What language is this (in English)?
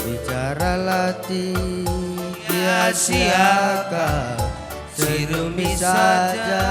Batak Karo